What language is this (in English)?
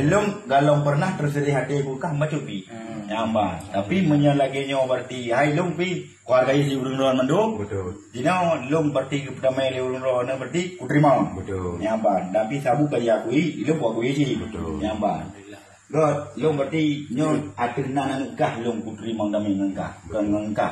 Achinese